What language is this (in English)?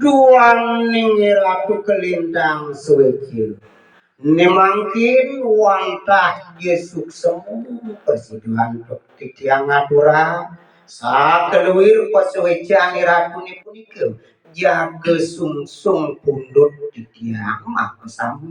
Balinese